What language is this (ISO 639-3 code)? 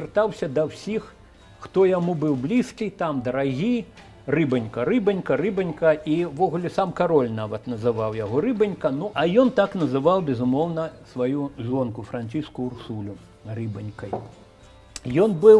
bel